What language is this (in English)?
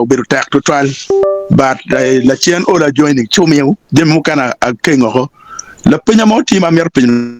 Acoli